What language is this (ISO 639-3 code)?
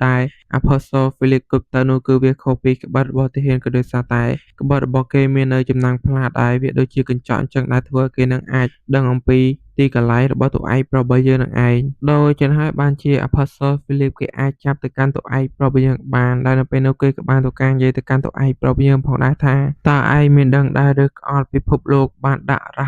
khm